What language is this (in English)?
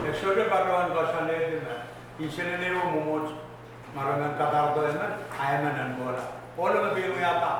Pohnpeian